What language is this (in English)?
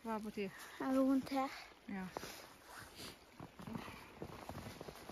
Norwegian